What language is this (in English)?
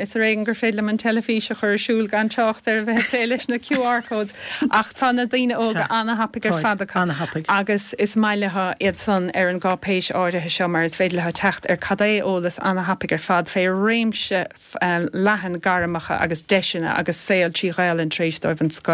Irish